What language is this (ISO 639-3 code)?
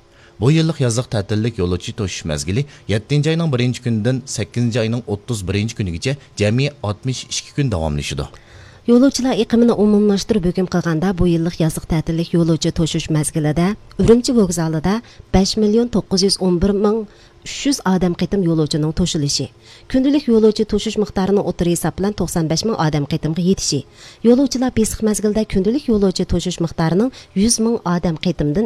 uig